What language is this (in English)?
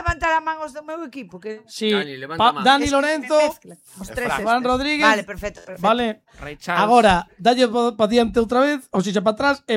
Galician